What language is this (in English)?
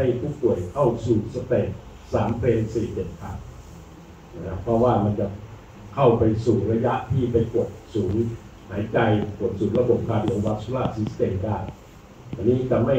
Thai